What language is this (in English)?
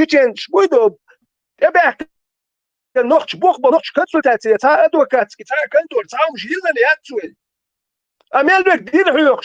Chechen